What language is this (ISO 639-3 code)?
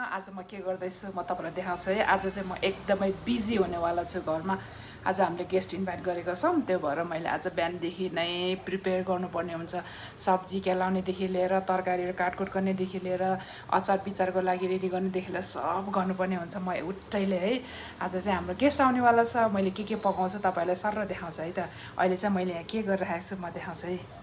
nep